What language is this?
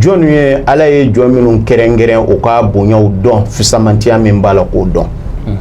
Bambara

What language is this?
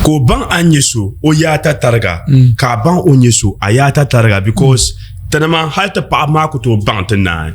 Dagbani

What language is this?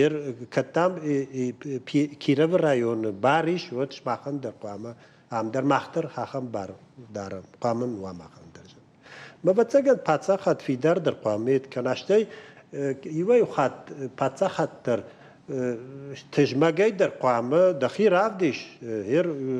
Ossetic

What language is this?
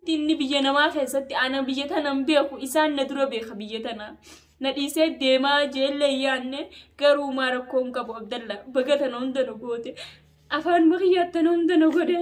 Oromo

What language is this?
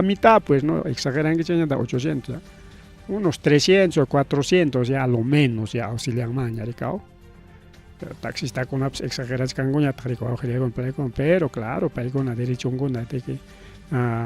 Ayacucho Quechua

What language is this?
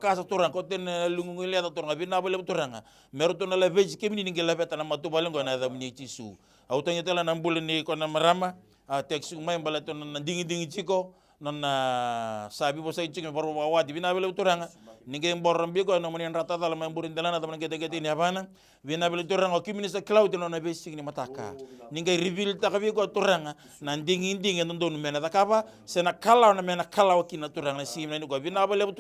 Fijian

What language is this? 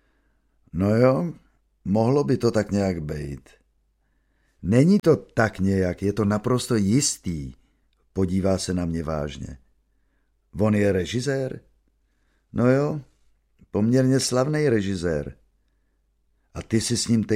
Czech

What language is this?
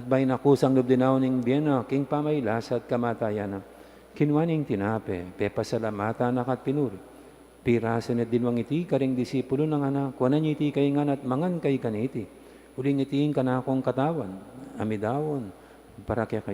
Pampanga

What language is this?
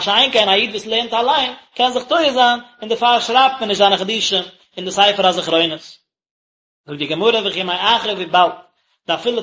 Yiddish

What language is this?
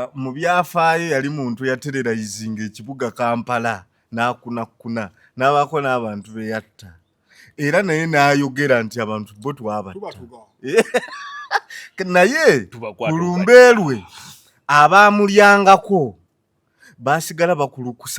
Ganda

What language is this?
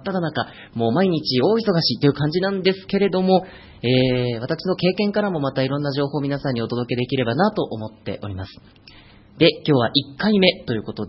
Japanese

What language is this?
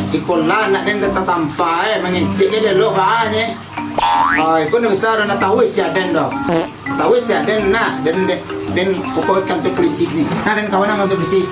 Minangkabau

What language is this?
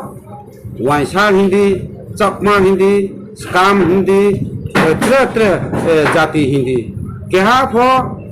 Riang (India)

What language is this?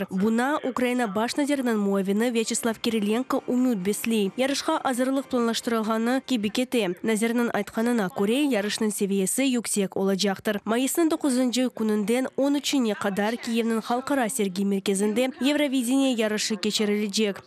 Crimean Tatar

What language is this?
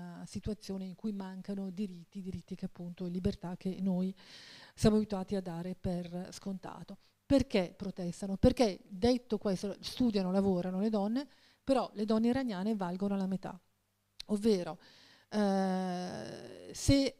Italian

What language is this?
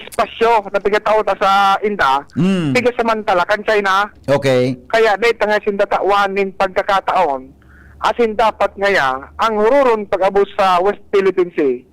Bikol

